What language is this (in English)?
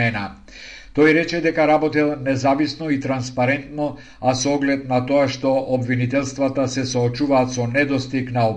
Macedonian